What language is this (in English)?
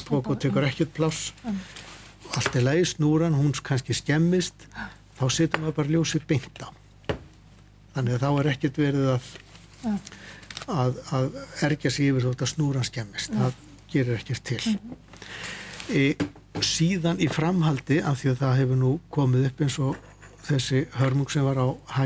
Icelandic